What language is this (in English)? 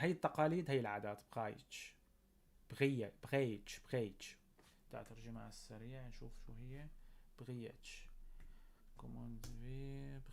North Levantine Arabic